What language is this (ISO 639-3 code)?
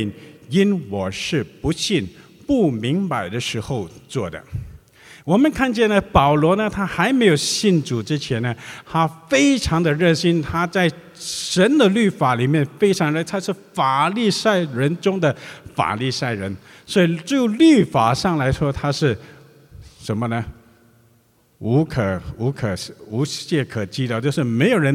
zho